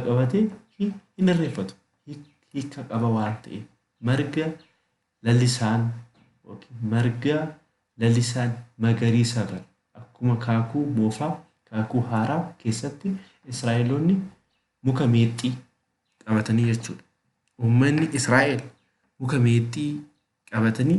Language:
Oromo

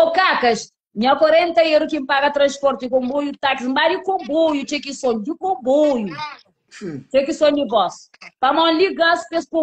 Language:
Kabuverdianu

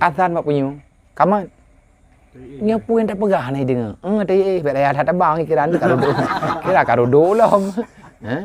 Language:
Achinese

